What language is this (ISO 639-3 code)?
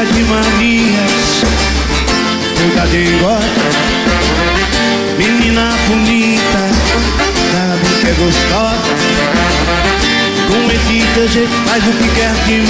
por